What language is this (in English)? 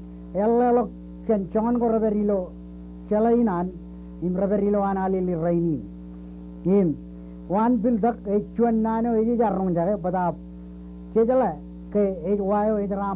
Marshallese